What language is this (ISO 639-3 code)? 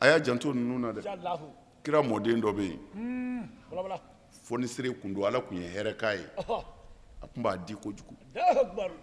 bam